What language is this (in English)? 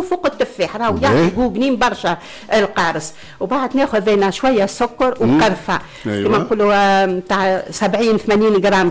Tunisian Arabic